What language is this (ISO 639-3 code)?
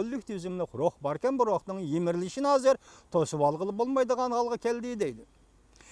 uig